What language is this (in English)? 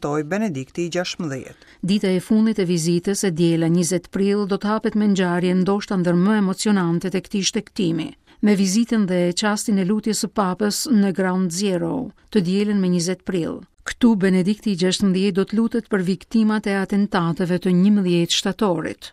Albanian